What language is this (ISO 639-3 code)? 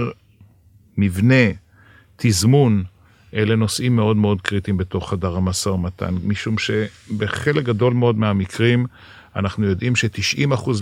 heb